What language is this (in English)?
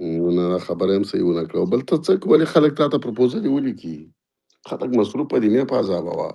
Pashto